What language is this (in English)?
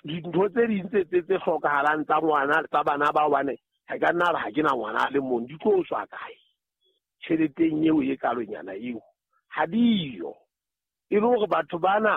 Southern Sotho